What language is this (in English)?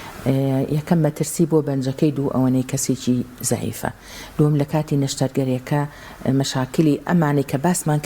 Central Kurdish